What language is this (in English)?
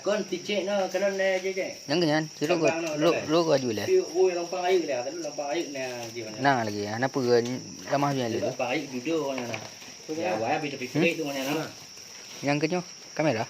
Achinese